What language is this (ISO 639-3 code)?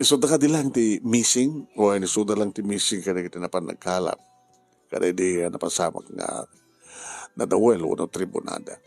ilo